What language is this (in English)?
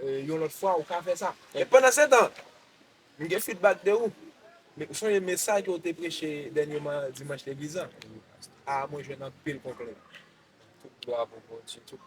Haitian Creole